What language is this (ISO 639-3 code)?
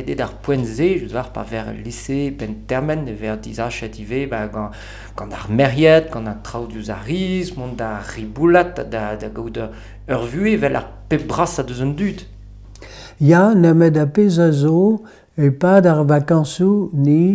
bre